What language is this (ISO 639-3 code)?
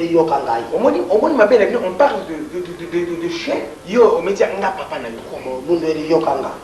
lin